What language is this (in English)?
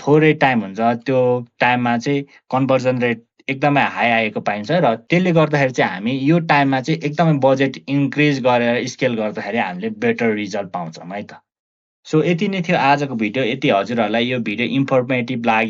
Nepali